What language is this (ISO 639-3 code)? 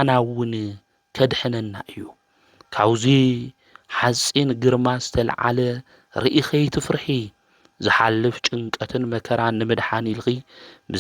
tir